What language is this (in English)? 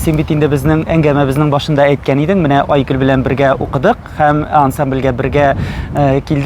Tatar